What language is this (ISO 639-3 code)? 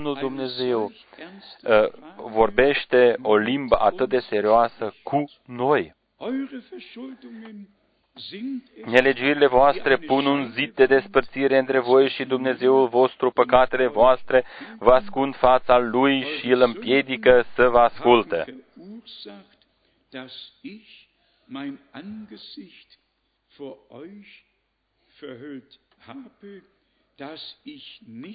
ron